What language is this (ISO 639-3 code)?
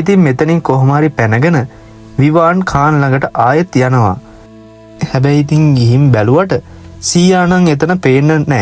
sin